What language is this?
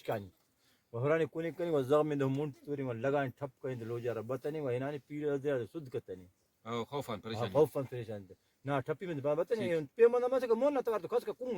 Brahui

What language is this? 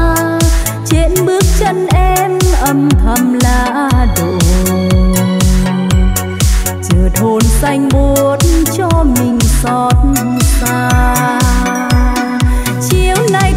Vietnamese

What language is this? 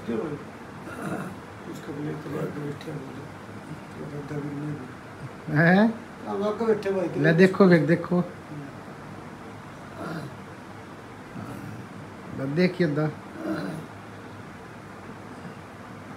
Hindi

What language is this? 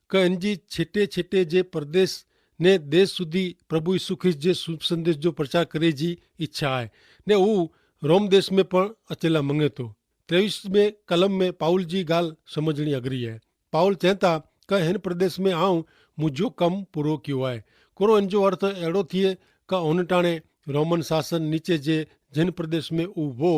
Kachhi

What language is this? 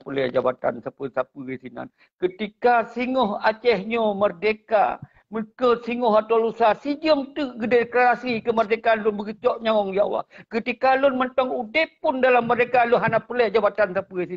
Achinese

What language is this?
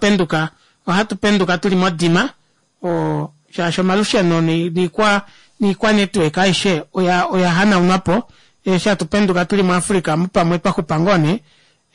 Kuanyama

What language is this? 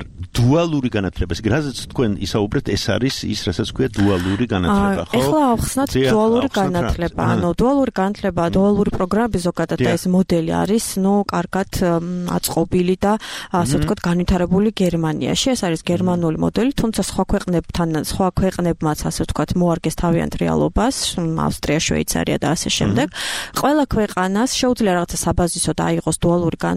Georgian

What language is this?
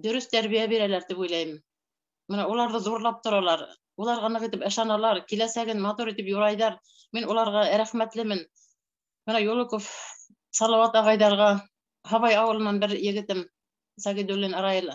Bashkir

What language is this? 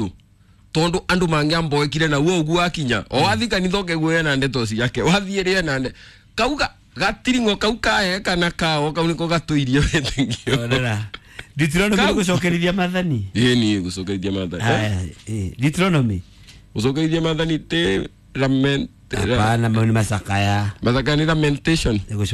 Kikuyu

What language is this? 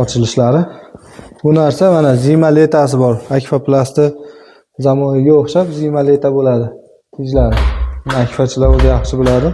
Uzbek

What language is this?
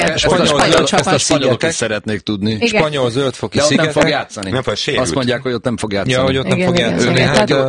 Hungarian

